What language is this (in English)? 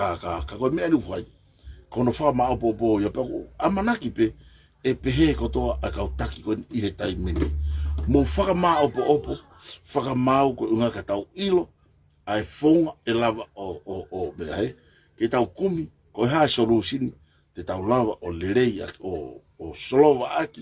Tongan